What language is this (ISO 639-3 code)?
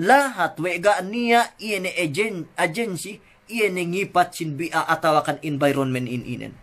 yka